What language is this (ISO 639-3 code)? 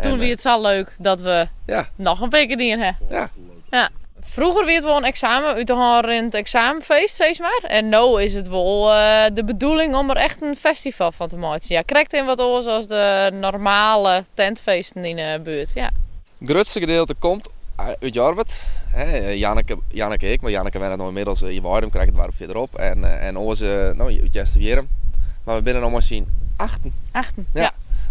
fry